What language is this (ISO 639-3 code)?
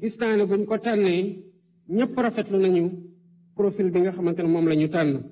wol